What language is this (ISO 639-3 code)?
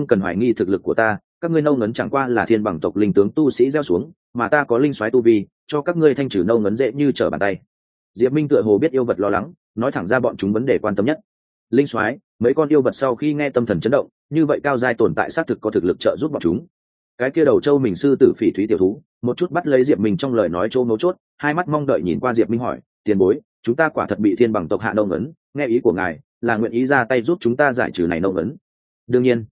vie